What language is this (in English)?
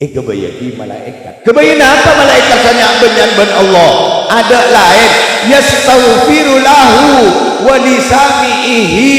Madurese